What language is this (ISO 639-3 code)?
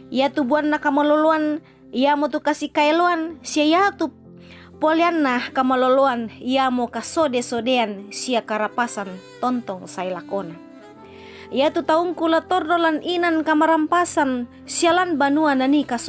sda